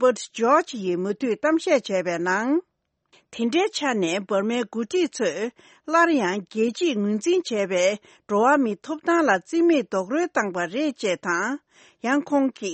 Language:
Tibetan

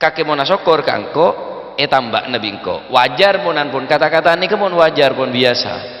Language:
Madurese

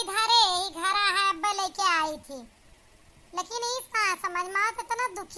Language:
Awadhi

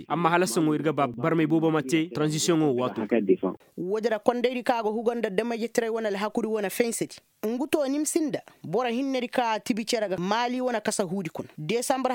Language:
Koyraboro Senni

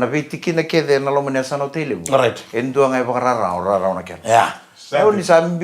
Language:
Fijian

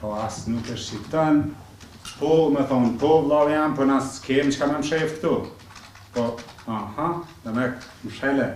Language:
Albanian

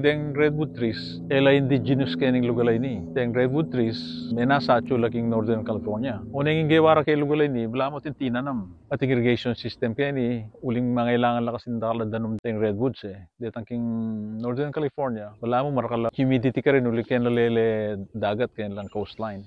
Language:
Pampanga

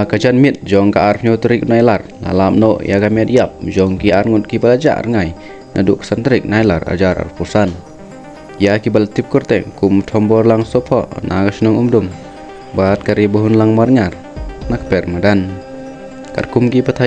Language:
Khasi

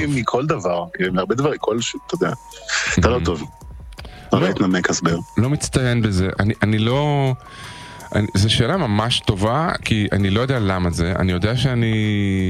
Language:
Hebrew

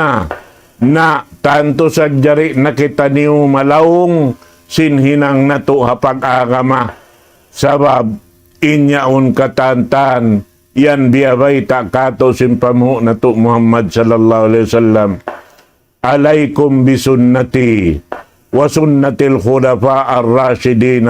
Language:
Tausug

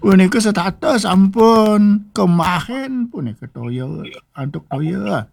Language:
Balinese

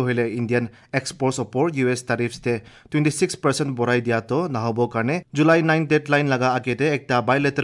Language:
Assamese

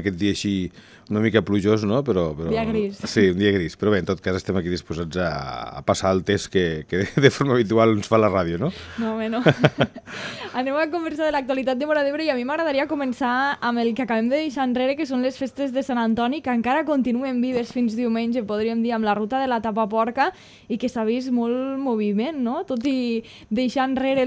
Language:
Catalan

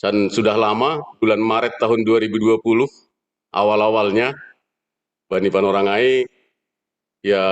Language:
Batak Simalungun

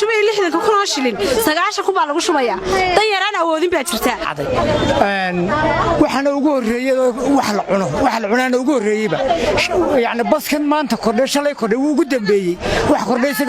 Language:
Somali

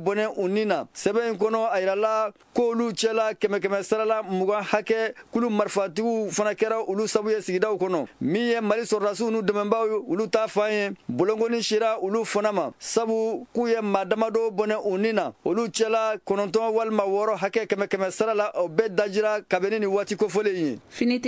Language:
Bambara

